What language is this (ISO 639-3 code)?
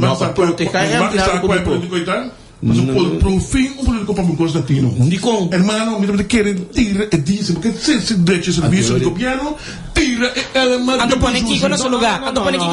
pap